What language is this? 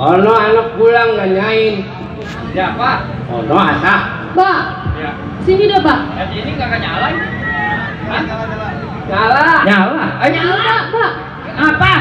Betawi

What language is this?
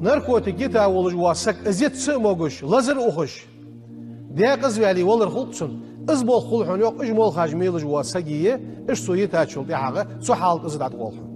Ingush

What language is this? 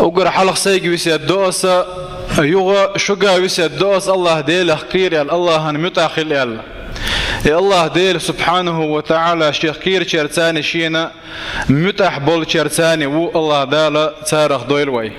Chechen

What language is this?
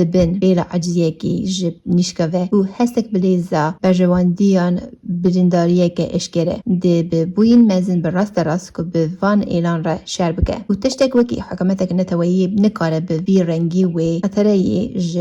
Kurdish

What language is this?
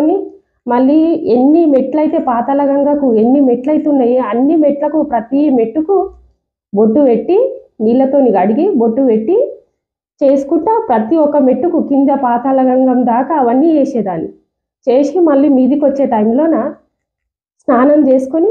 Telugu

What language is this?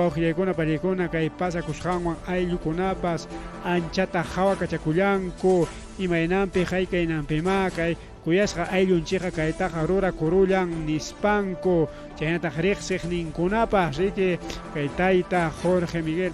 Ayacucho Quechua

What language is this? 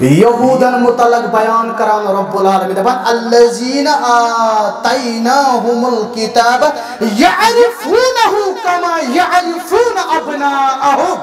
Kashmiri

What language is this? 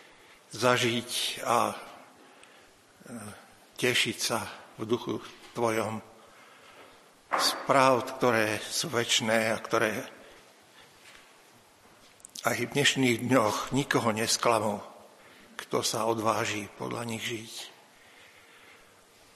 Slovak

